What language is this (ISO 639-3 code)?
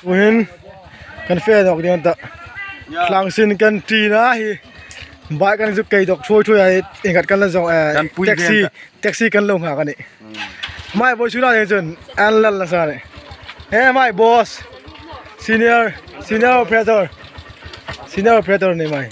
hmr